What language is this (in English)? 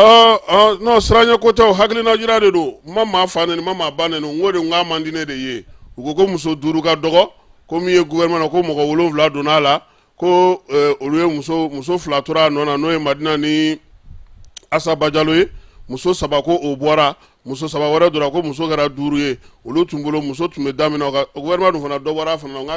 Bambara